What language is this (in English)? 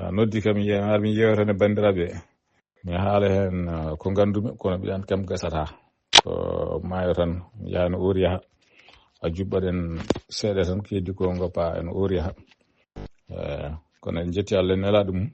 Fula